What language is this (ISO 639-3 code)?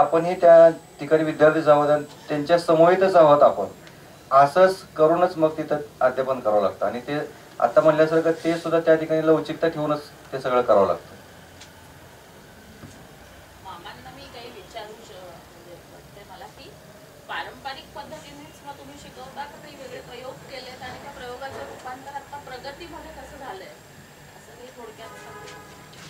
mar